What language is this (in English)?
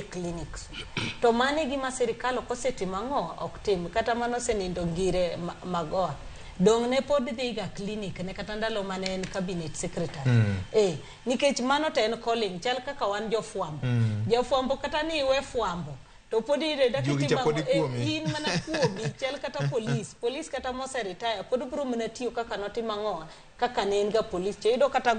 Luo (Kenya and Tanzania)